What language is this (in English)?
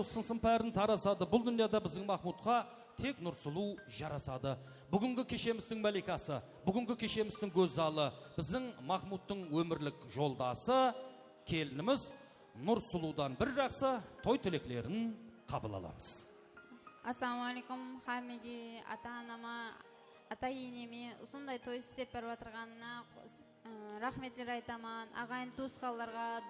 Kara-Kalpak